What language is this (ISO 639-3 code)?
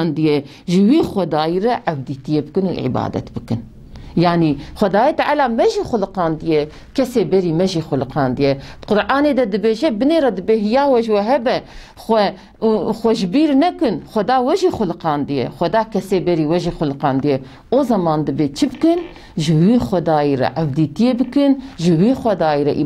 kur